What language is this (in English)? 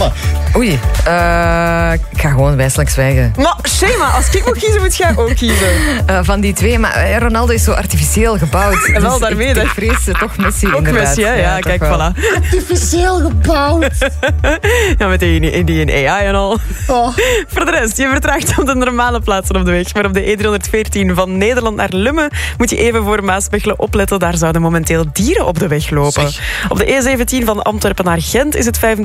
Dutch